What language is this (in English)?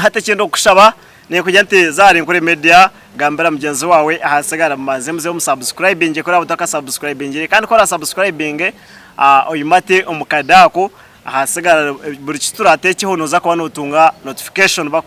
Nyankole